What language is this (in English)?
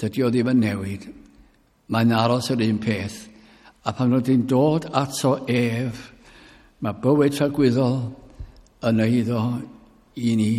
Welsh